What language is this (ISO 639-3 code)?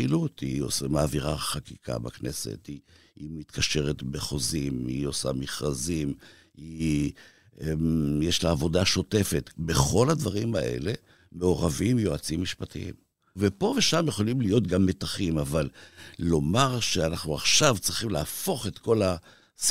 heb